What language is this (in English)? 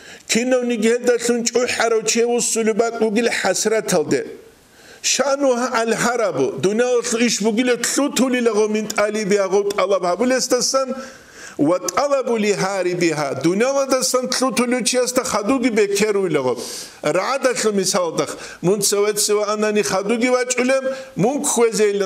Avaric